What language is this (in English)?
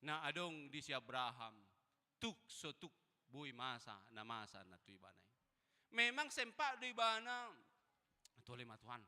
Batak Toba